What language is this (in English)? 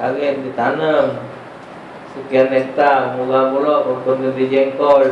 Musi